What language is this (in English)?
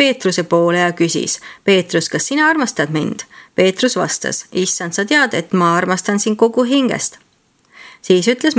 Estonian